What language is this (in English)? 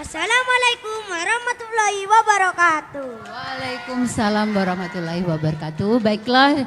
Madurese